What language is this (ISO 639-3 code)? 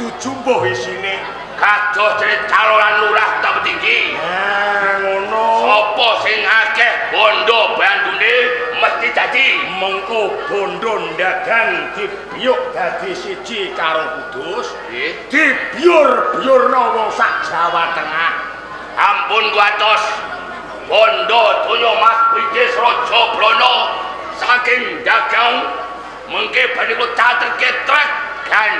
jav